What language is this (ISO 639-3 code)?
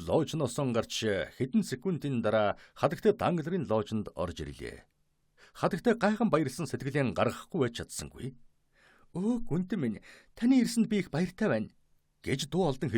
mon